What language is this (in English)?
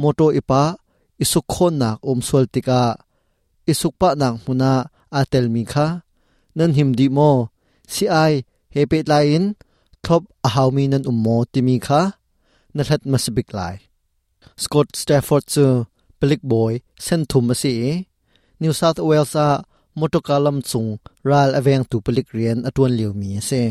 Hakha Chin